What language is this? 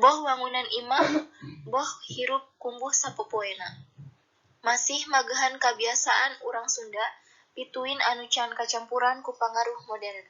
Sundanese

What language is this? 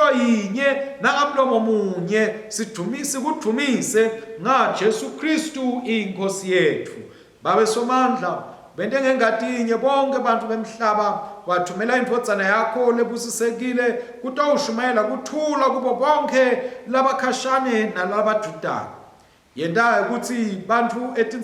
Swati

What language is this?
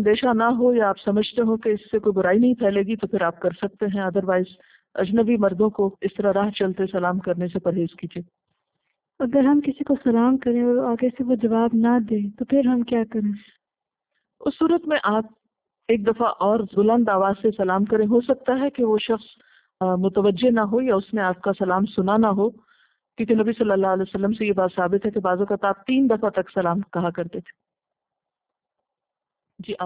Urdu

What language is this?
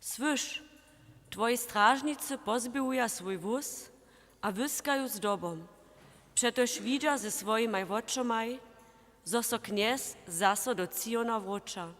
Upper Sorbian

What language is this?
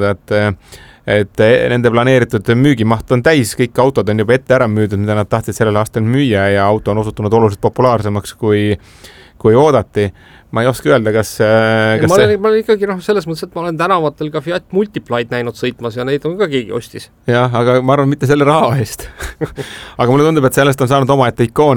Estonian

